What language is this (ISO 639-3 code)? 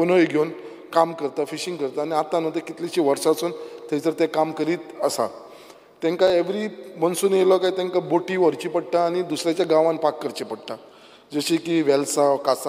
kok